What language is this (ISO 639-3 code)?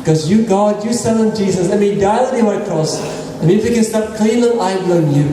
tpi